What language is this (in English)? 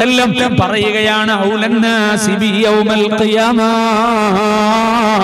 Malayalam